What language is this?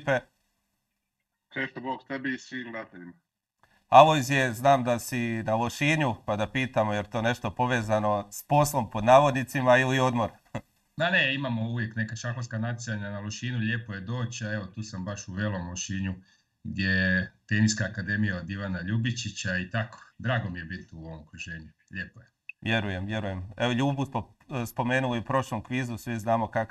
Croatian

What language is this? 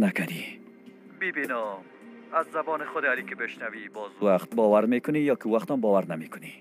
Persian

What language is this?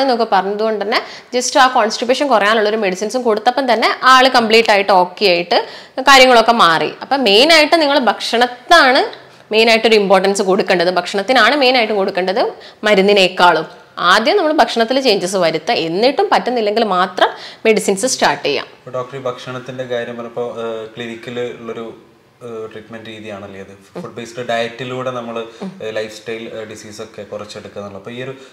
Malayalam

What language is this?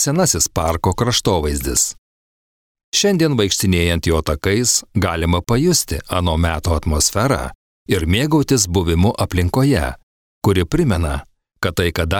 Lithuanian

